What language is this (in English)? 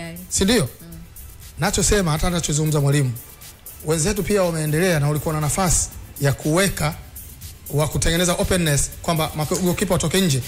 Swahili